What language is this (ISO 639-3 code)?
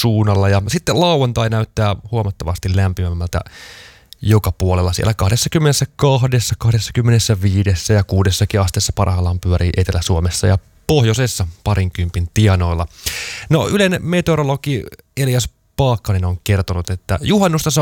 fin